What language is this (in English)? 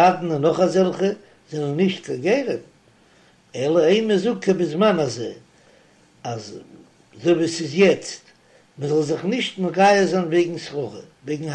Yiddish